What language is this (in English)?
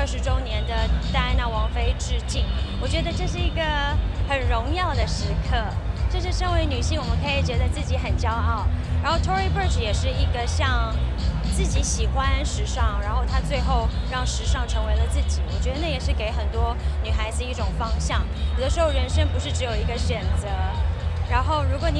Chinese